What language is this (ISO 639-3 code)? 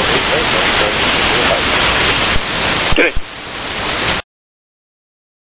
eng